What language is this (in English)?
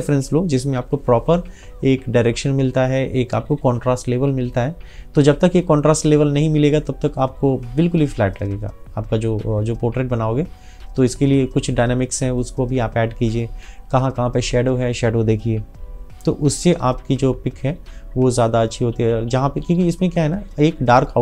Hindi